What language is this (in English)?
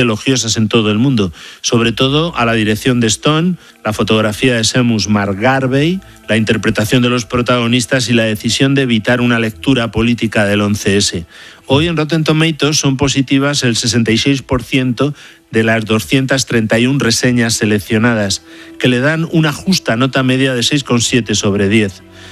Spanish